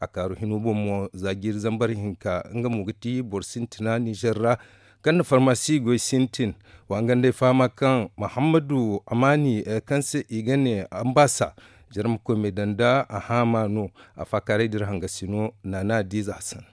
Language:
Zarma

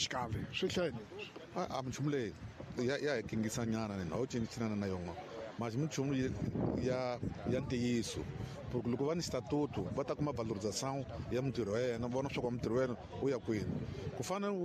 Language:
Tsonga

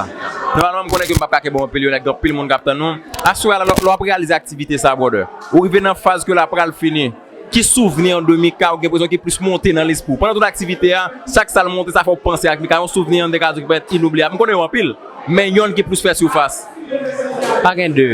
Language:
Haitian Creole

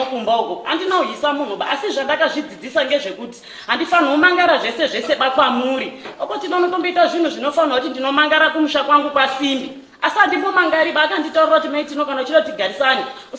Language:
Shona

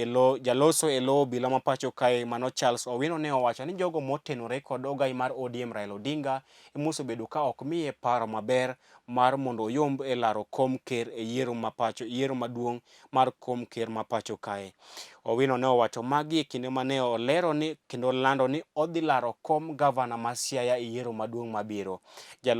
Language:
Luo (Kenya and Tanzania)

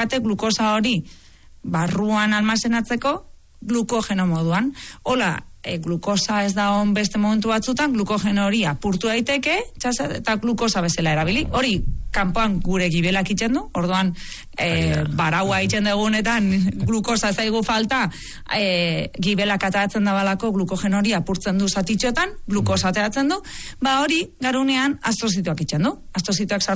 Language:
Basque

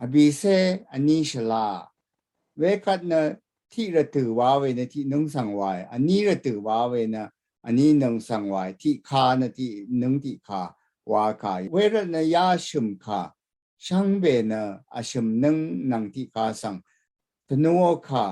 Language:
Rawang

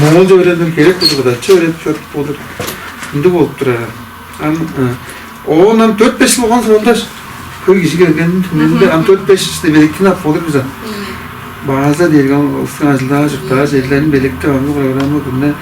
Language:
Tuvinian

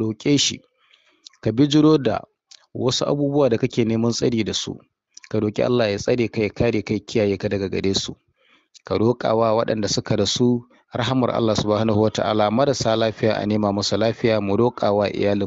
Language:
Hausa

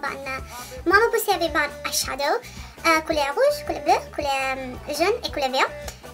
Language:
Morisyen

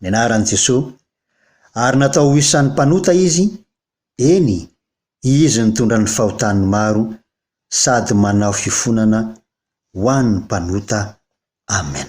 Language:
Malagasy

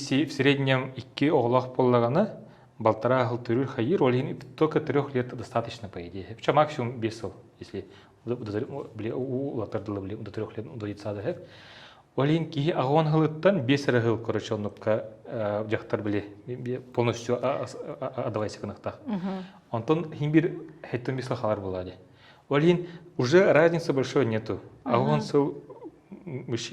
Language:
Yakut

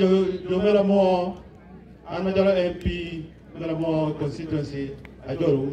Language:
Acoli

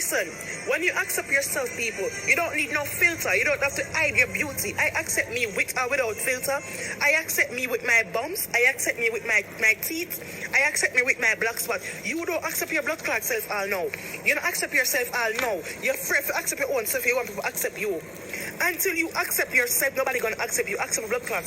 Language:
Jamaican Creole English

